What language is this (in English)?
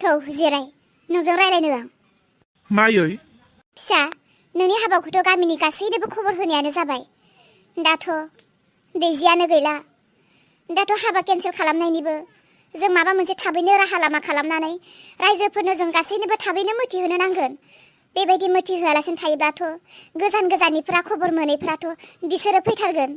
Bodo